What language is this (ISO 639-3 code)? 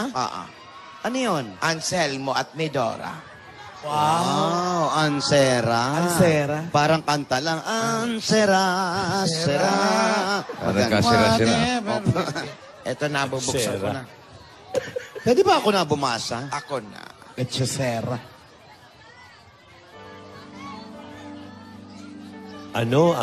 fil